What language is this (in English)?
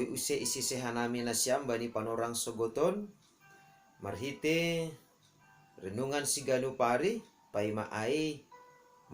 Batak Simalungun